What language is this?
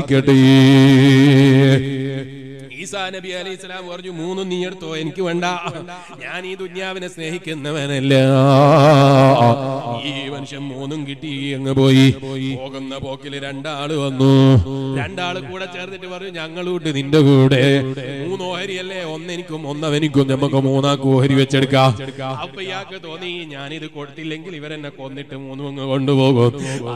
Malayalam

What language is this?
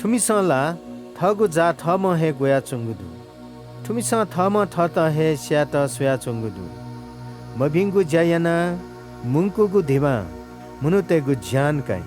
Newari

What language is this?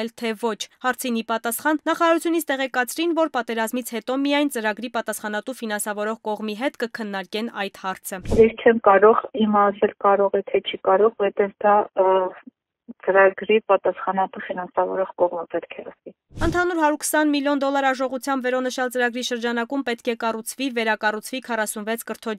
Armenian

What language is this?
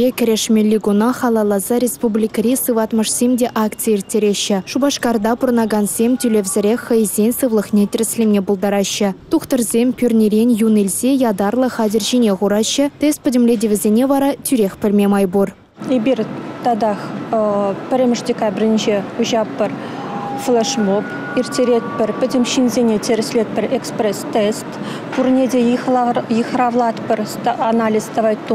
Chuvash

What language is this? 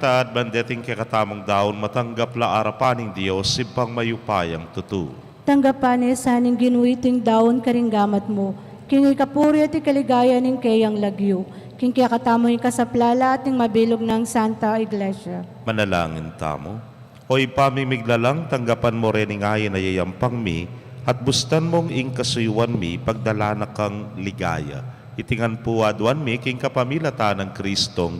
Pampanga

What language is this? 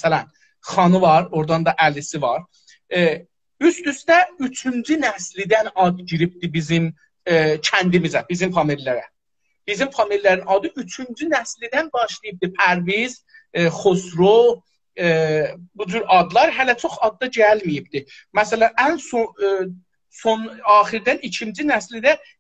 South Azerbaijani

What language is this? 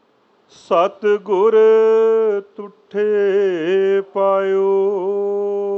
Punjabi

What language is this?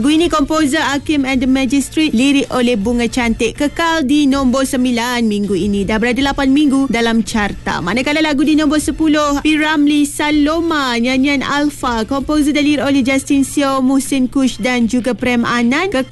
Malay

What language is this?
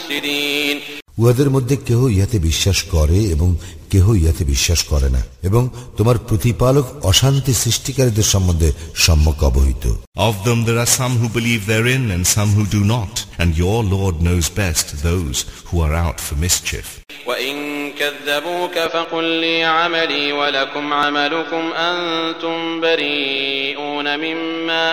Bangla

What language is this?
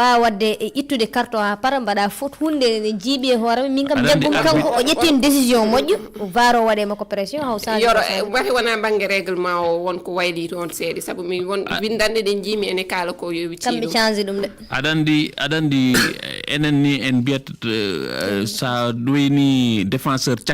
Fula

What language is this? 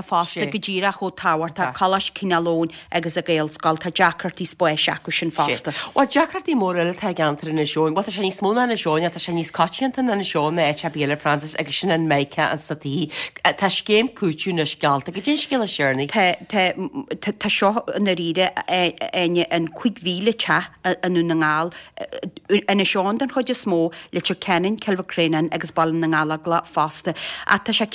Irish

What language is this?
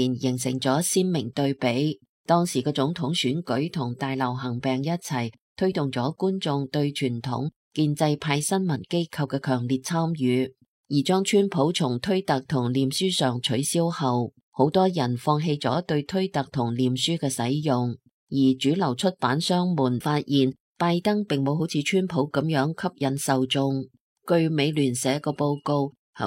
Cantonese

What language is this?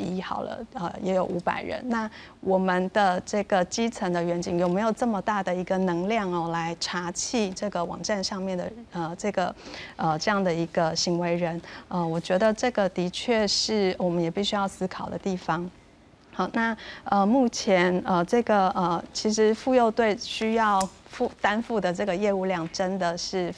Chinese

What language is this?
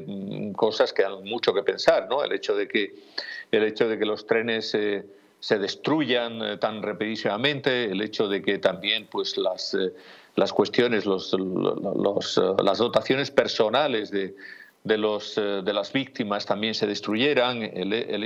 Spanish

